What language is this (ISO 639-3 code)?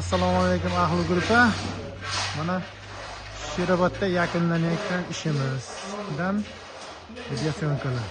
uzb